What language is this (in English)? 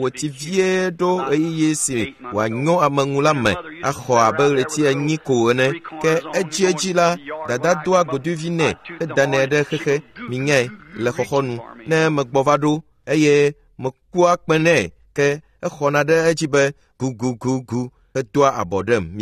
Ewe